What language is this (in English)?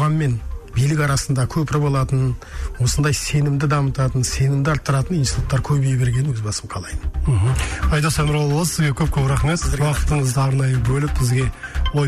Kazakh